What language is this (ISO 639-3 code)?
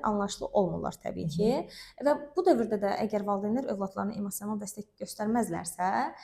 aze